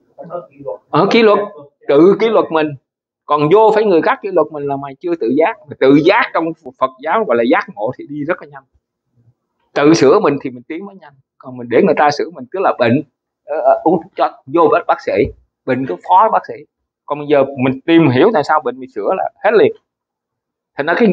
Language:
Vietnamese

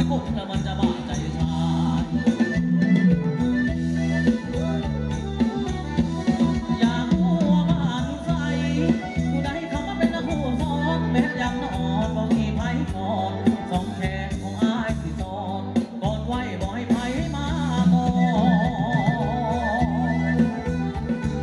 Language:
Thai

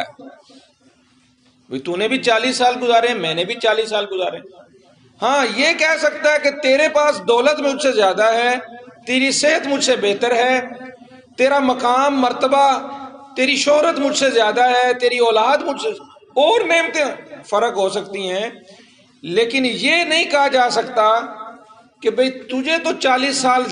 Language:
Urdu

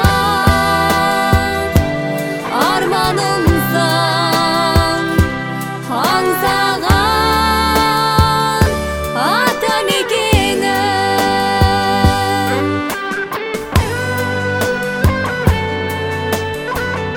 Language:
Kazakh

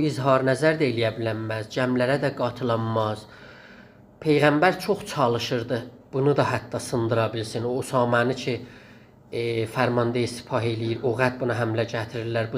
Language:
South Azerbaijani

